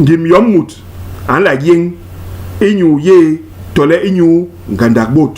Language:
Basaa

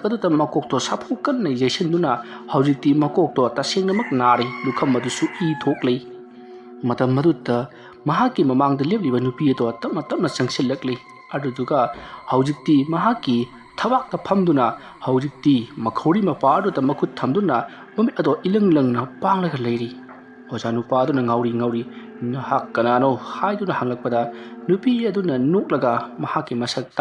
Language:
Manipuri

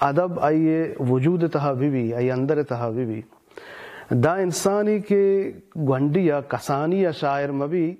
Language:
Baluchi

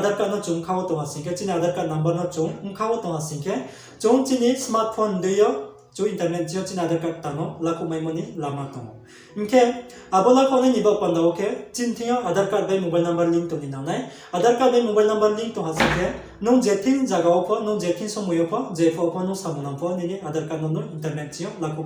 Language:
Riang (India)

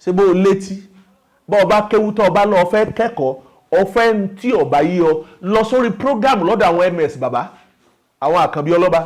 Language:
Yoruba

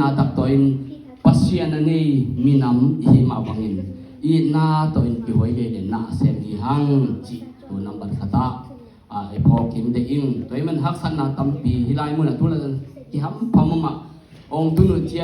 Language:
Tedim Chin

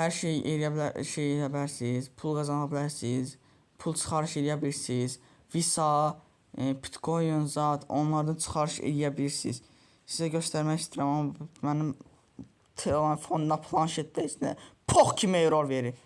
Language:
Azerbaijani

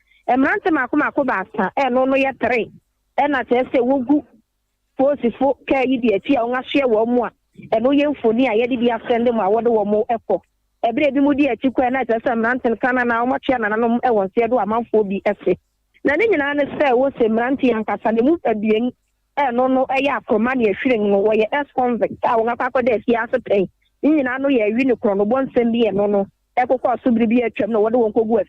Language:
Akan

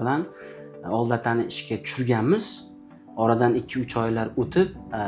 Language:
Uzbek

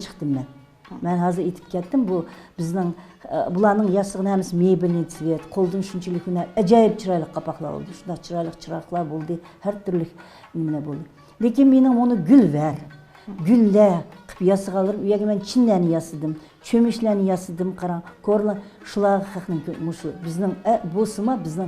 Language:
Uyghur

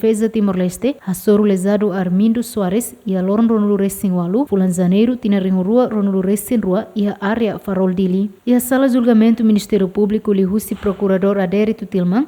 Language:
Tetum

